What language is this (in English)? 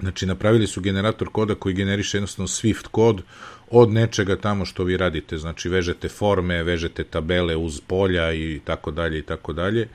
Serbian